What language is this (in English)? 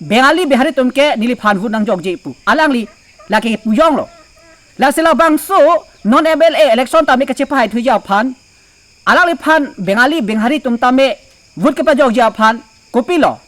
Karbi